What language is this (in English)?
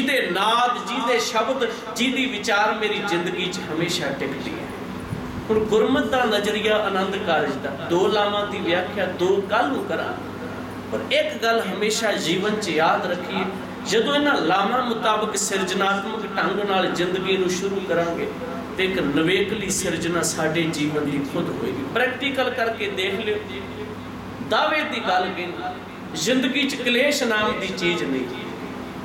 Punjabi